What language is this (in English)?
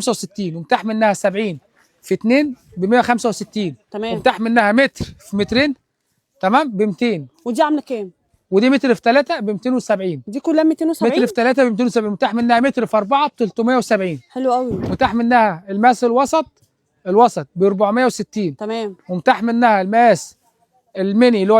Egyptian Arabic